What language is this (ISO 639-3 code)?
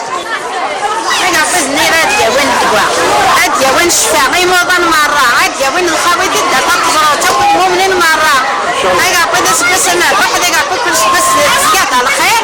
kab